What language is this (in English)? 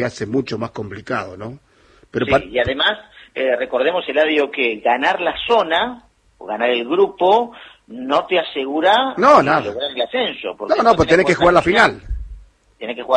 Spanish